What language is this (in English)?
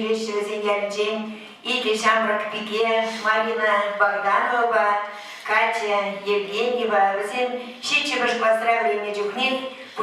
Chuvash